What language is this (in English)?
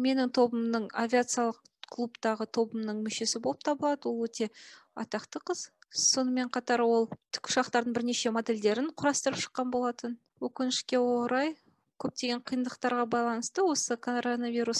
Kazakh